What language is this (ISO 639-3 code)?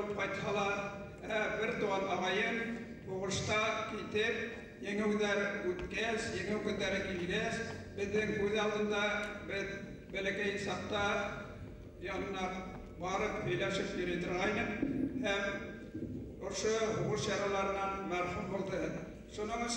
bak